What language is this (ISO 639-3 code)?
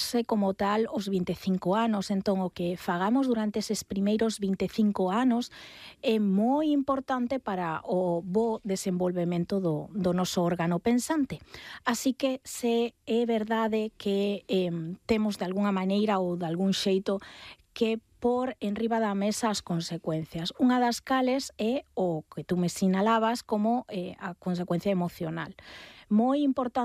glg